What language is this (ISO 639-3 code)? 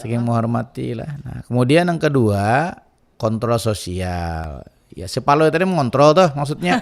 bjn